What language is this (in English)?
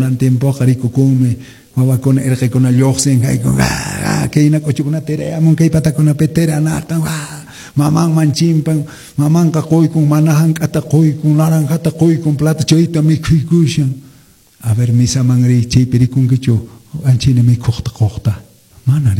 Quechua